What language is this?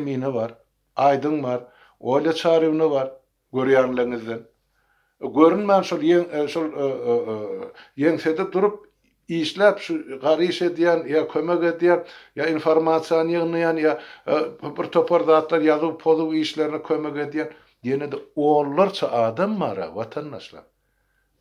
Turkmen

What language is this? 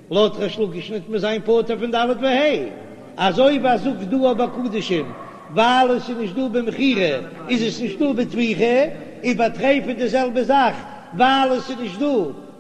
Yiddish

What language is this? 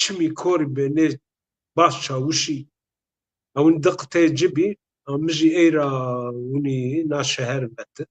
Zaza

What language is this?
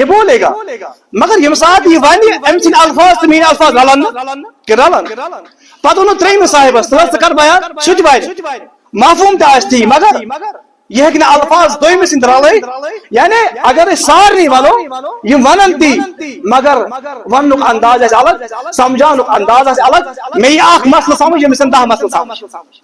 Kashmiri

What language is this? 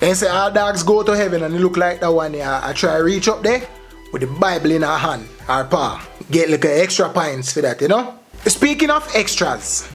Jamaican Creole English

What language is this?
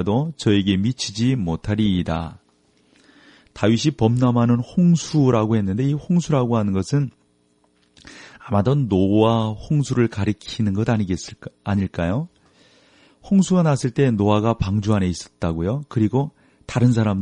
Korean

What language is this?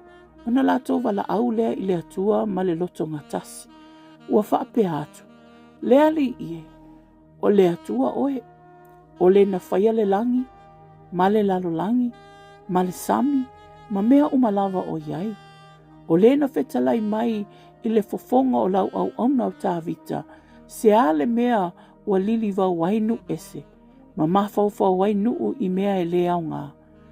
Samoan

